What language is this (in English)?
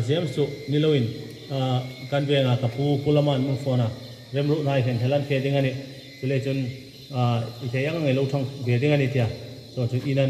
Hmar